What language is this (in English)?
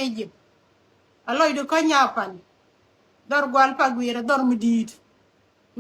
Nuer